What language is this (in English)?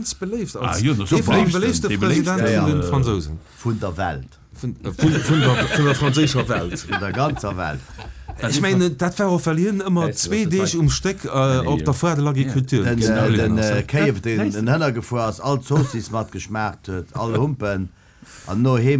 Luxembourgish